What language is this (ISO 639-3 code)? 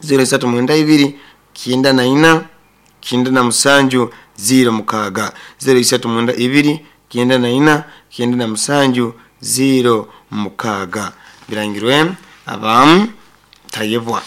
nyo